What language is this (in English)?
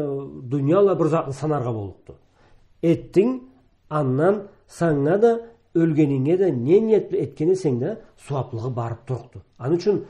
Karachay-Balkar